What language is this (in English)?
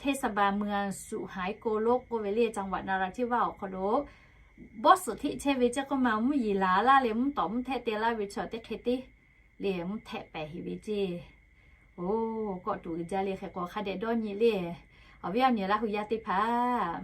Lahu